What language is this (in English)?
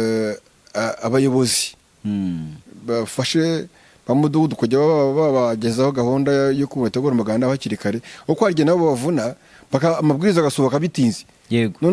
Kinyarwanda